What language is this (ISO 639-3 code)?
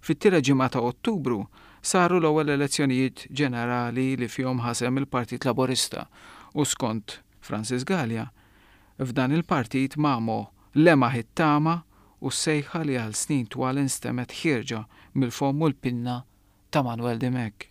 mlt